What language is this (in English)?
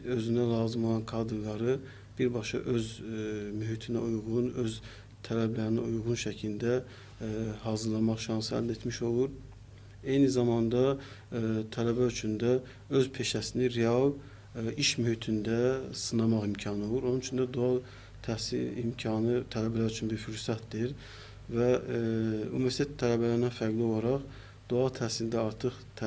Azerbaijani